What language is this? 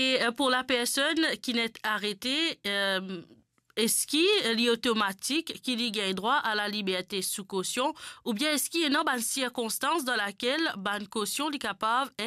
Morisyen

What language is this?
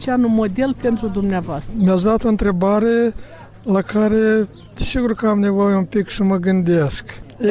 Romanian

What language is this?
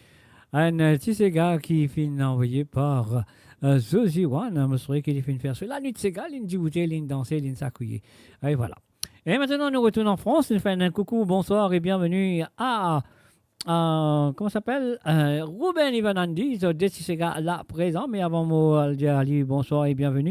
Morisyen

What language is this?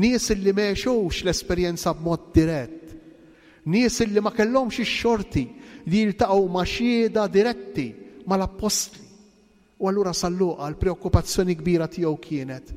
Maltese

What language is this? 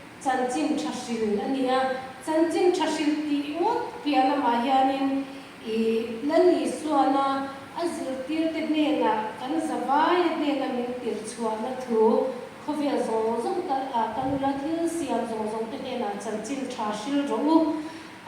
Mizo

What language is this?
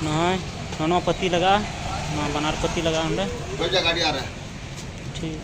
Santali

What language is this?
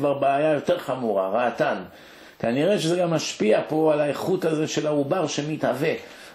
Hebrew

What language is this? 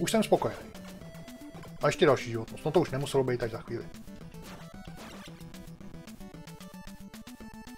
Czech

